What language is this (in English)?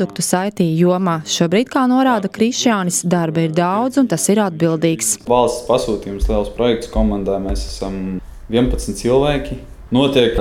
Latvian